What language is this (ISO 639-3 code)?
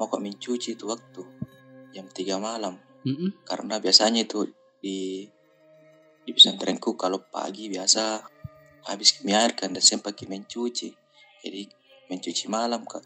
mfp